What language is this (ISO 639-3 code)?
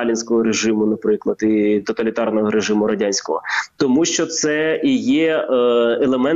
ukr